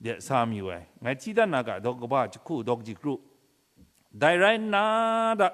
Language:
Kachin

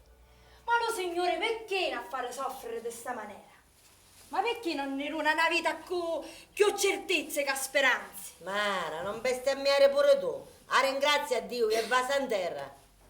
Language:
Sicilian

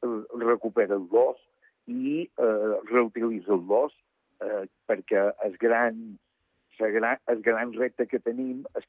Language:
Catalan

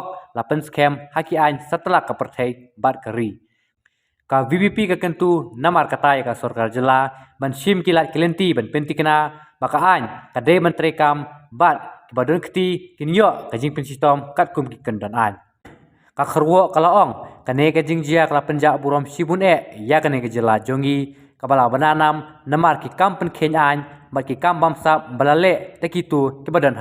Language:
Khasi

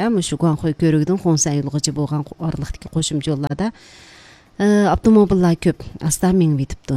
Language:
Uyghur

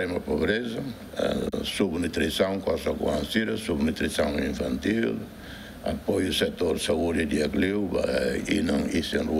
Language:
Tetum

